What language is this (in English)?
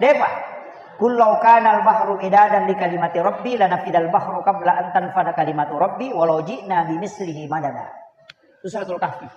Buginese